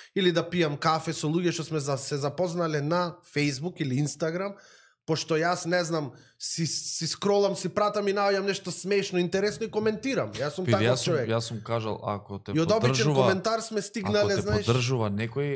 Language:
Macedonian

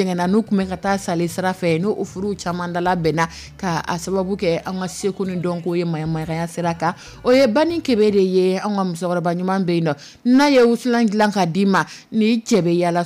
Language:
Dyula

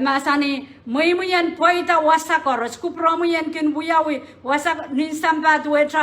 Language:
Pohnpeian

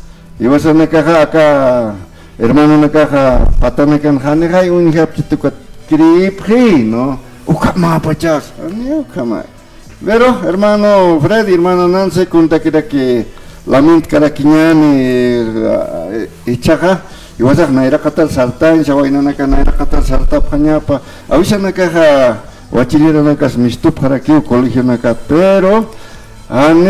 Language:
Aymara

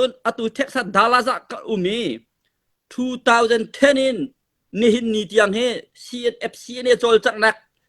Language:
Hakha Chin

